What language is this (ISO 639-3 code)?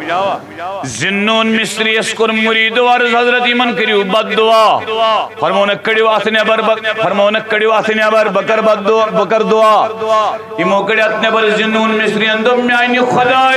kas